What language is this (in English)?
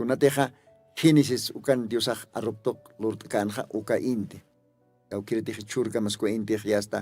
Aymara